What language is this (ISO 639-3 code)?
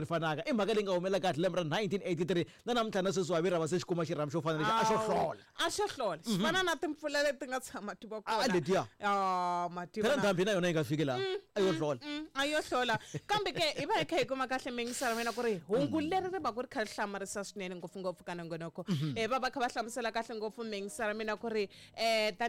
tso